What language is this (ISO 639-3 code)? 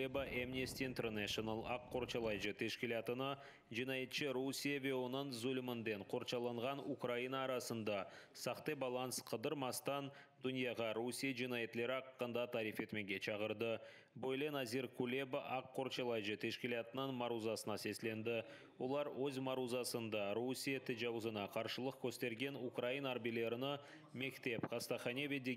crh